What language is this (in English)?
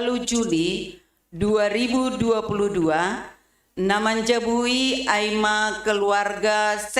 Batak Simalungun